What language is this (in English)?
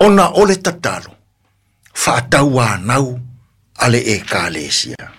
Samoan